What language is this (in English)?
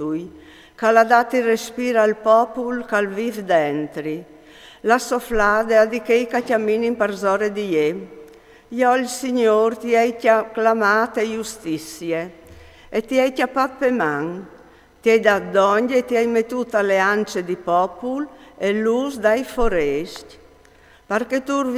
Friulian